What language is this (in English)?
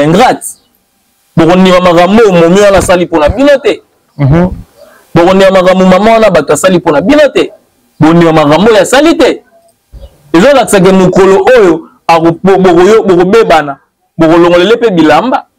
Lingala